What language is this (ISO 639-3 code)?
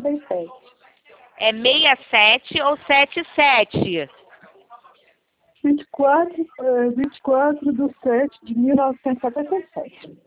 por